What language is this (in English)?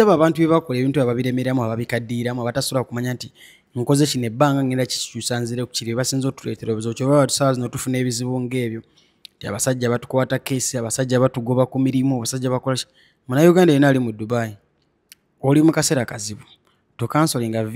Ganda